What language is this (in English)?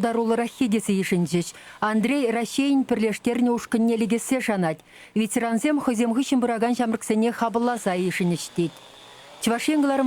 Chuvash